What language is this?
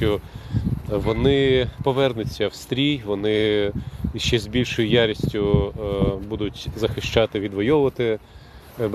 Ukrainian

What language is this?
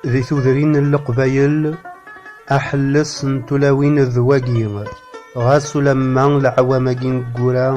Kabyle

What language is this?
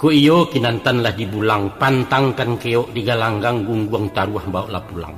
Minangkabau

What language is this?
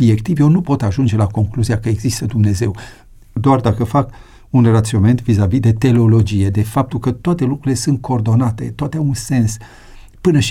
Romanian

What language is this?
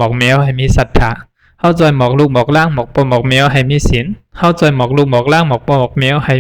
Shan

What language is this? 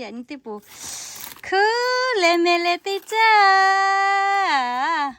Lahu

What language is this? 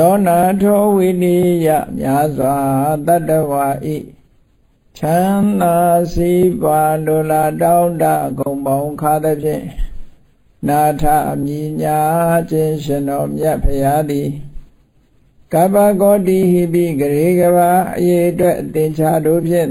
Burmese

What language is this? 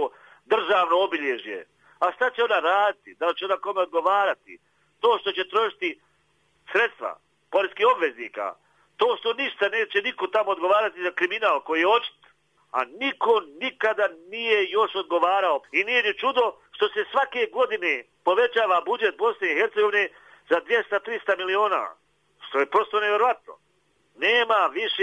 Bosnian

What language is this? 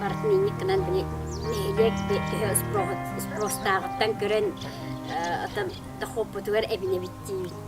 Yakut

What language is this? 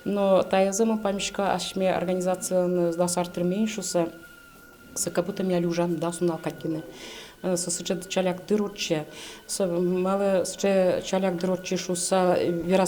Udmurt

